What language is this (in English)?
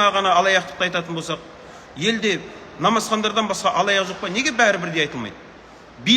Kazakh